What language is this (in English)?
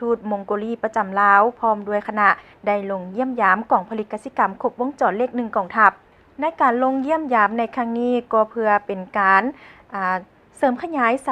Lao